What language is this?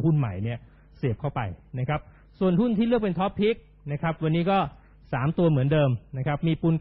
Thai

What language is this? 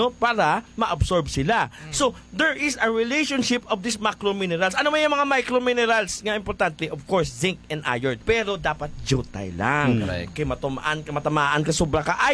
Hiligaynon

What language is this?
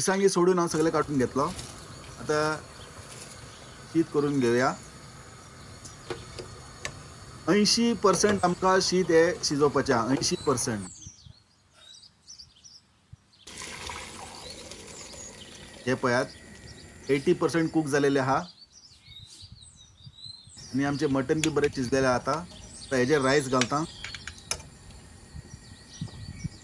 Konkani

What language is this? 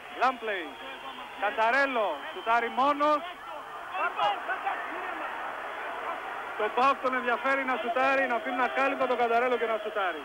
Greek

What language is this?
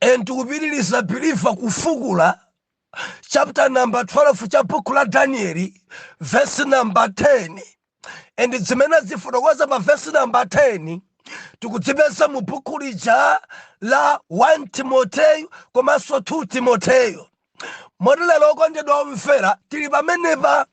Nyanja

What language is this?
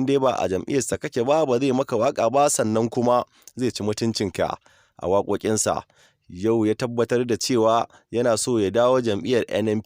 Hausa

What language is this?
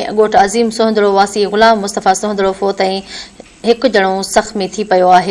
Sindhi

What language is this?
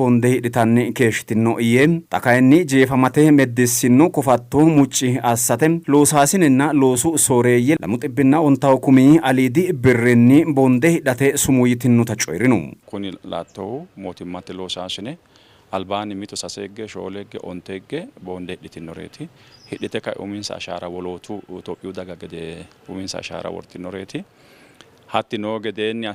Sidamo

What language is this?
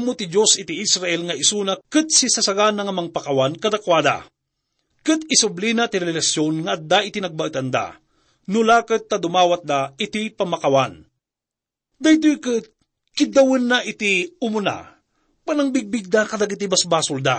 Iloko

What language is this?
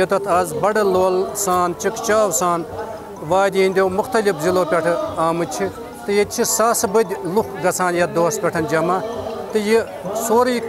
Kashmiri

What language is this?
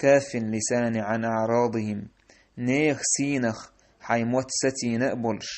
Chechen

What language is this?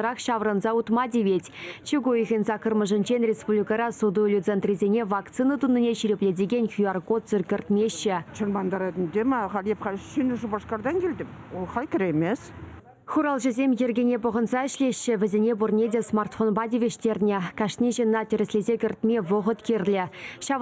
Chuvash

